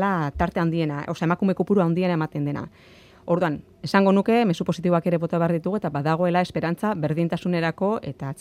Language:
Basque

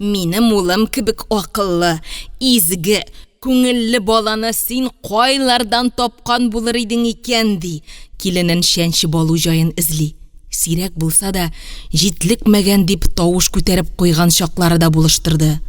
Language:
Tatar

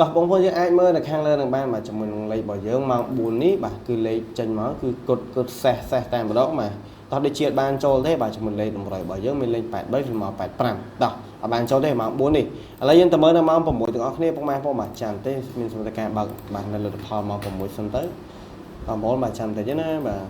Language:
Khmer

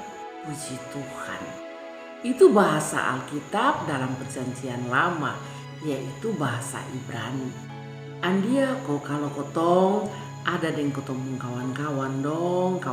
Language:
Kupang Malay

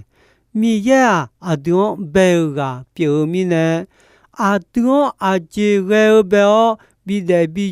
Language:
Akha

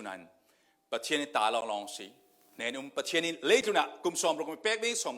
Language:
Falam Chin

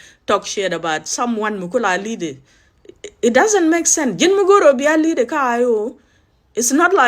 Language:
Nuer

